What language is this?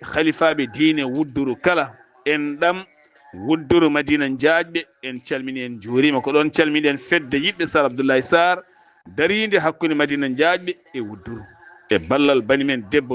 Fula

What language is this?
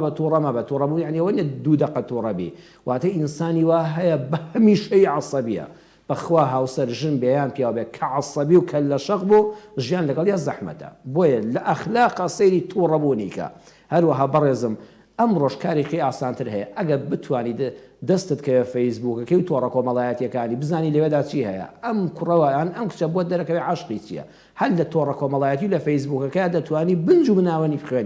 Central Kurdish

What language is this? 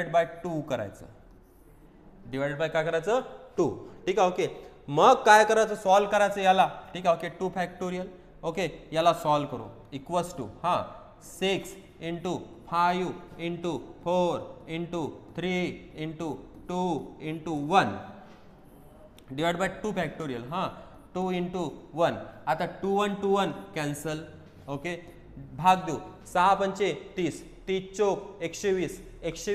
Marathi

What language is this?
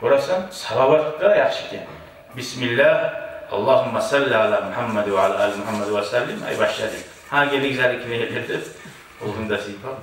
Kumyk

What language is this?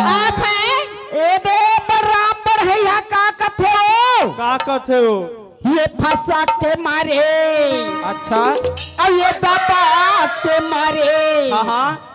Chhattisgarhi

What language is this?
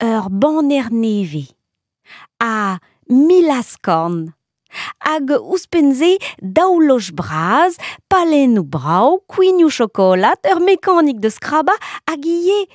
Breton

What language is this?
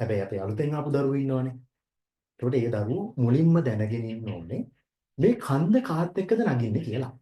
Sinhala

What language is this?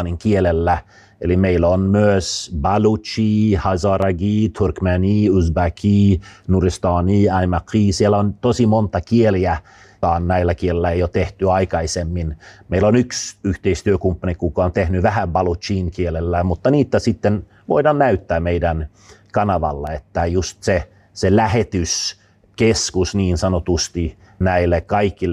Finnish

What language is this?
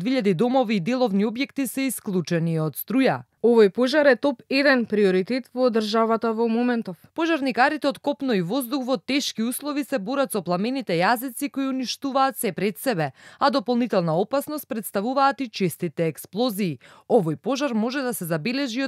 Macedonian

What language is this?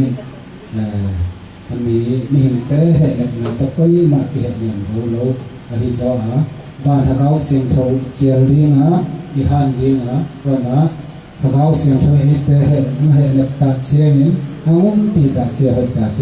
Tedim Chin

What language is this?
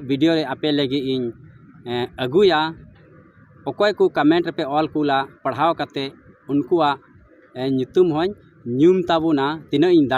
Santali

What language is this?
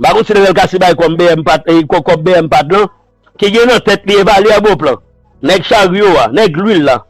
Haitian Creole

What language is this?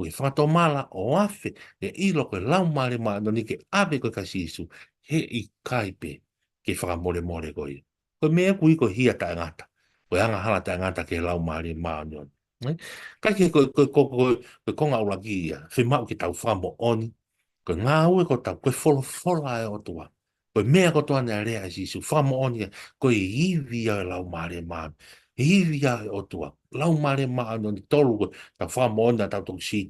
Tongan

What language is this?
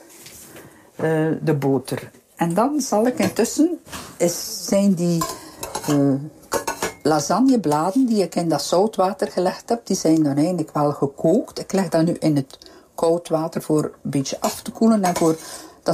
Dutch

